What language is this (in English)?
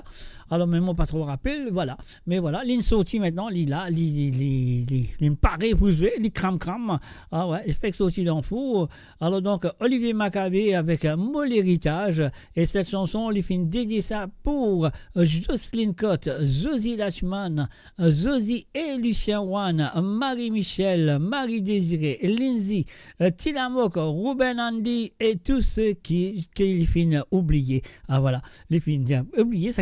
Morisyen